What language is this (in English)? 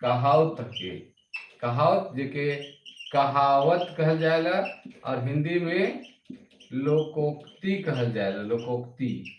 Sadri